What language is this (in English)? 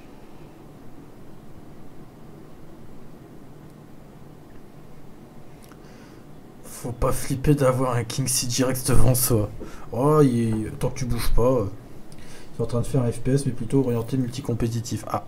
French